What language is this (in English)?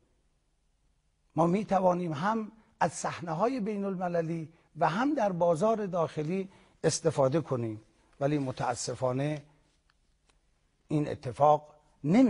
Persian